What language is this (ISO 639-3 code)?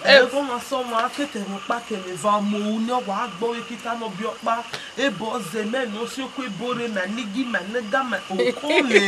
bin